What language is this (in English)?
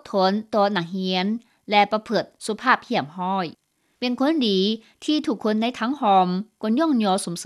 Lao